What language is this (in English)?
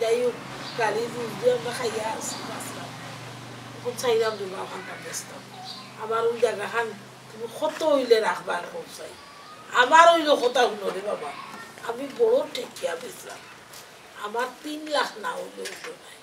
Sylheti